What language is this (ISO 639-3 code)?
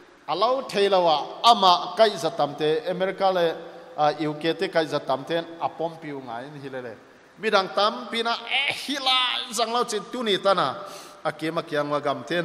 pck